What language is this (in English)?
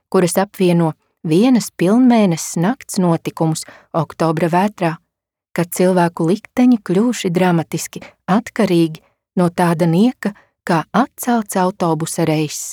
Latvian